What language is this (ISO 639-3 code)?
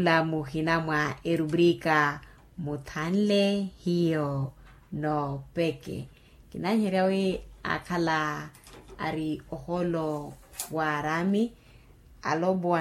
vmw